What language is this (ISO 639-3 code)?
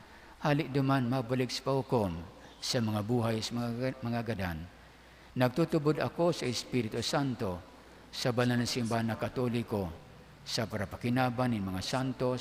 bik